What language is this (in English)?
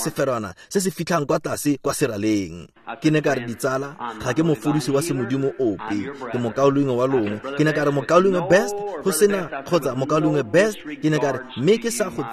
Tswana